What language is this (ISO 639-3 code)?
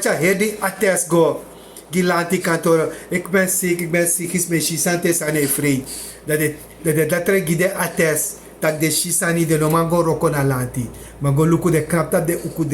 srn